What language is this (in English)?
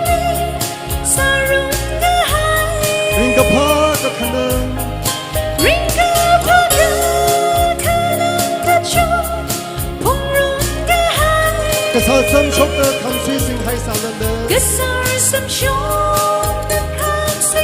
Tangkhul Naga (India)